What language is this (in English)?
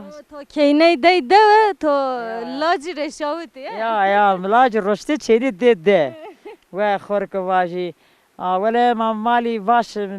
Zaza